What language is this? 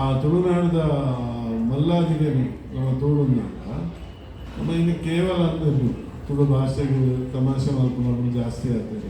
Tulu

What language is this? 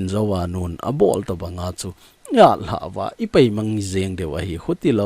Thado Chin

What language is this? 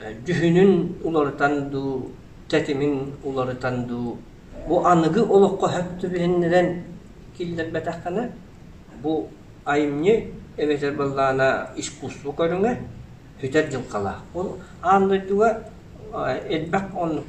Yakut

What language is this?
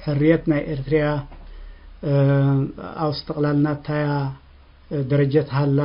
Tigre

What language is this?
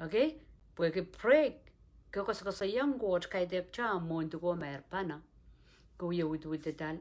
Pohnpeian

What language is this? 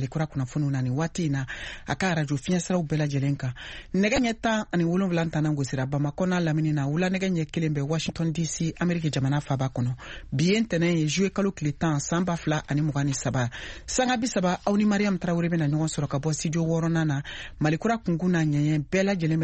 Bambara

